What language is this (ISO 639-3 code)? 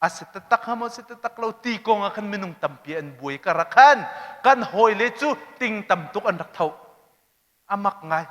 cnh